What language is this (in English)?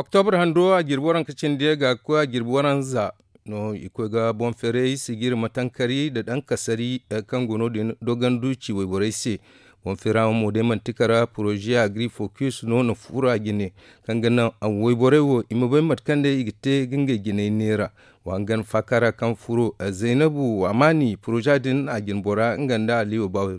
Zarma